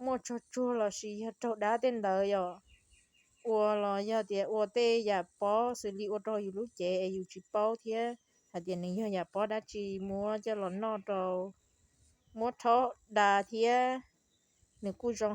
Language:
Hmong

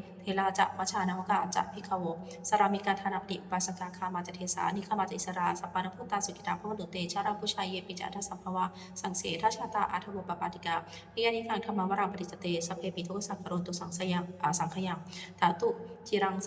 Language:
Pali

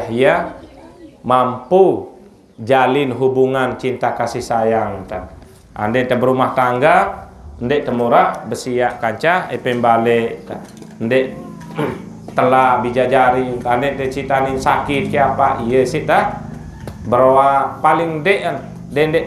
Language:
Sasak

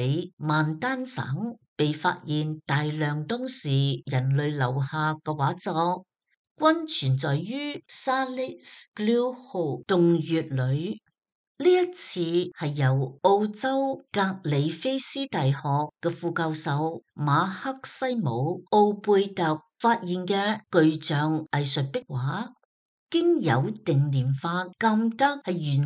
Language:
Cantonese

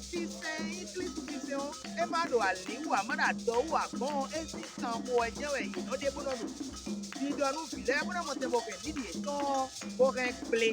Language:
Fon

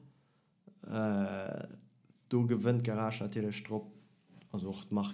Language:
Luxembourgish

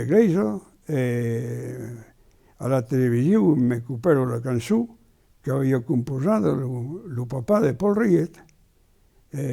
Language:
Occitan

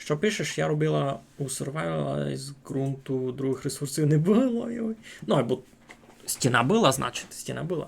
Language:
Rusyn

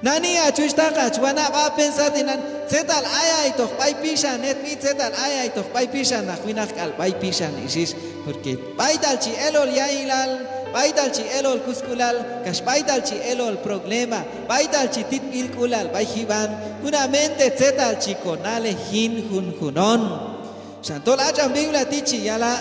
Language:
Q'anjob'al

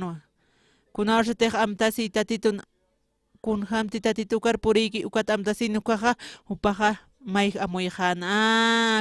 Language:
Aymara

